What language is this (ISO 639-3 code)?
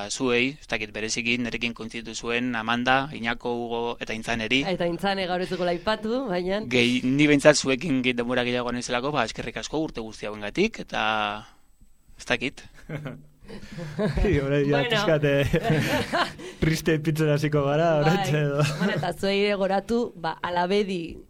eus